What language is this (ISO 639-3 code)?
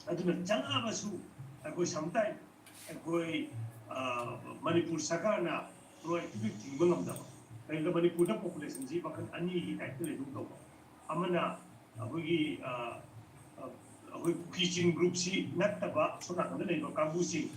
mni